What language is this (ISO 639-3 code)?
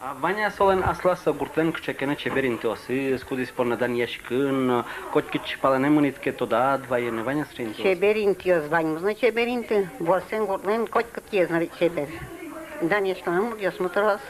udm